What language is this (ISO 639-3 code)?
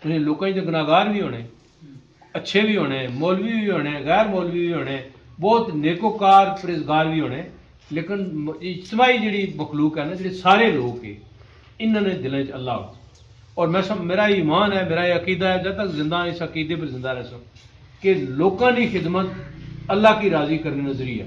phr